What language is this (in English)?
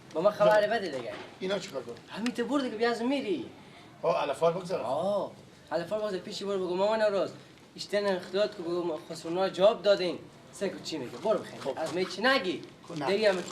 Persian